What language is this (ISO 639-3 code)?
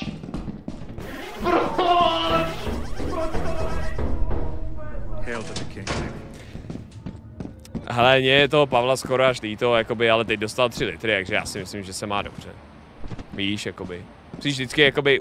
ces